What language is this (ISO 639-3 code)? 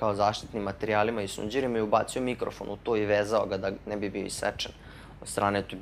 srp